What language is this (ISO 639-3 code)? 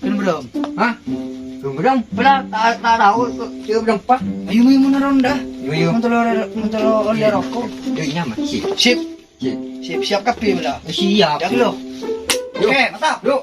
mad